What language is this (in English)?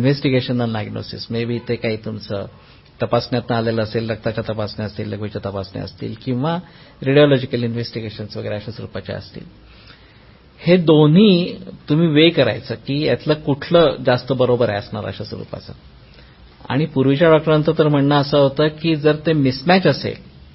Marathi